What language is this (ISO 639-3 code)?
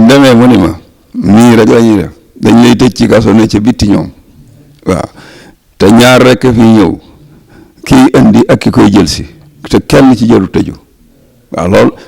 wol